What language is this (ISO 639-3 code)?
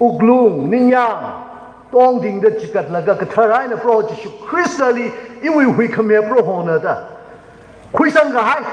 nmf